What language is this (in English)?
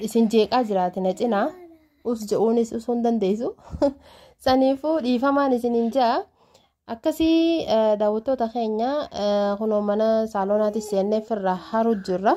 Oromo